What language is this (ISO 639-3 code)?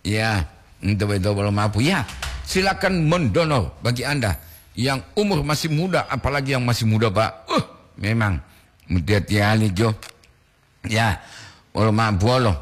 gor